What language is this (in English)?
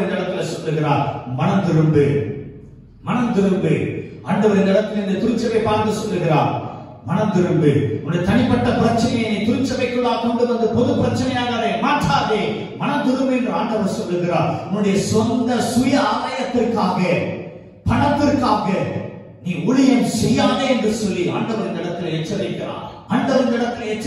Tamil